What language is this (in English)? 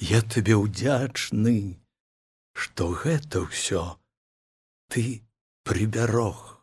Belarusian